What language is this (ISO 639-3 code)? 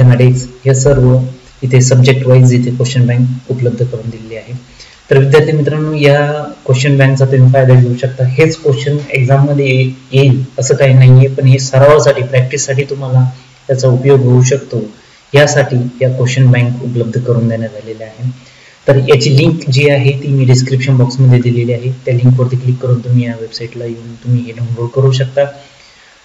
mar